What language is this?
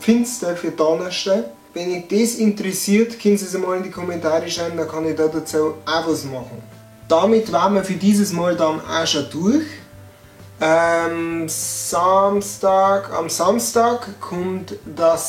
Bavarian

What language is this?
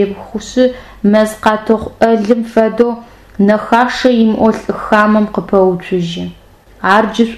Adyghe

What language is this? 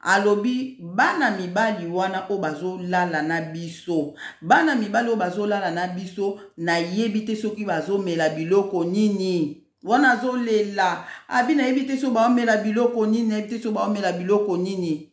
Lingala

